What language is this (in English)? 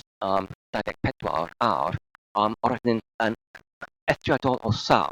Welsh